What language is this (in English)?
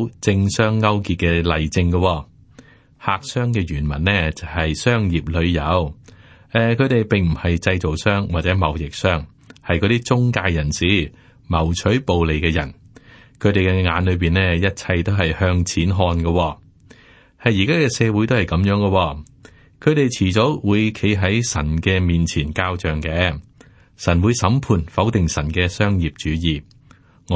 Cantonese